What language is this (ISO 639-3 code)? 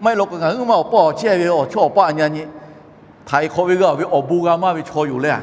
lhu